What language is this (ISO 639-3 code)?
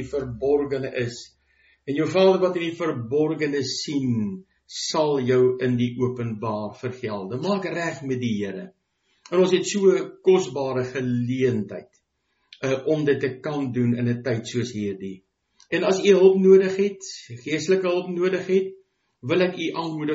afr